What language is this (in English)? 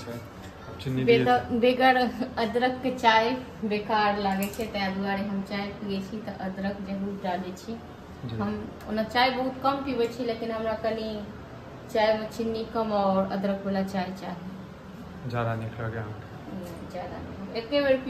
Maithili